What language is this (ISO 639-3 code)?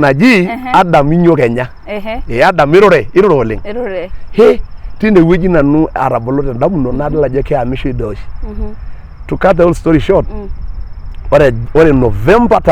mas